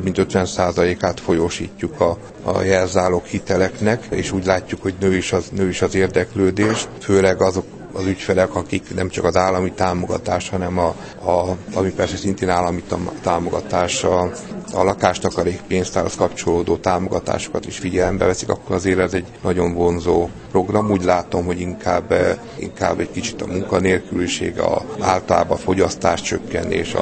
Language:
Hungarian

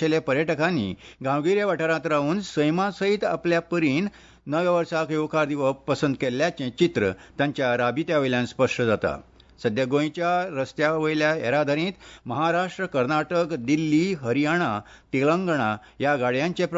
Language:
Konkani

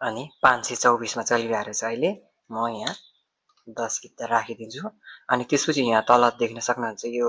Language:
Nepali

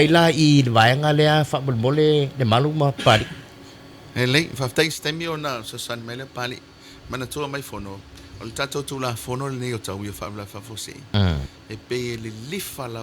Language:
Samoan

